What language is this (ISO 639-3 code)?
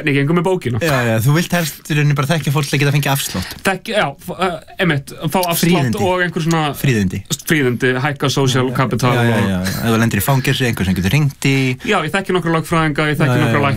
isl